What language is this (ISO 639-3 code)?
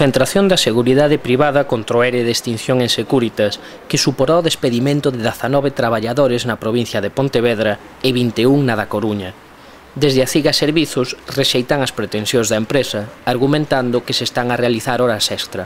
glg